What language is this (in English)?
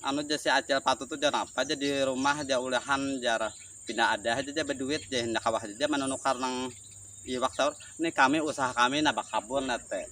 Banjar